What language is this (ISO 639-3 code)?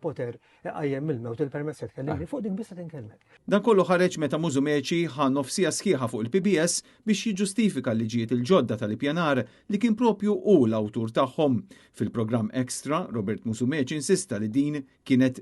mlt